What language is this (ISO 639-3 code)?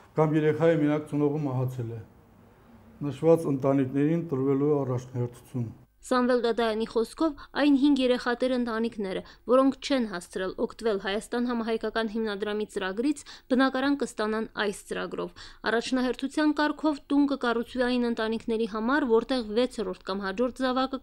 hye